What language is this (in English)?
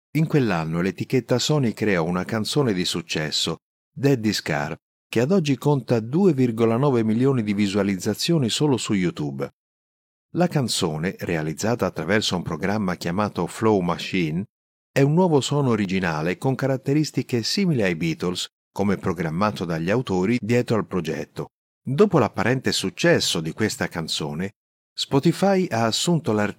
Italian